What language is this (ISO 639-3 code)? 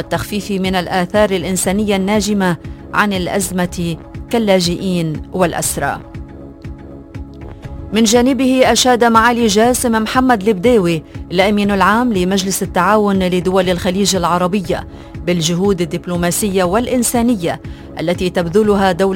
ara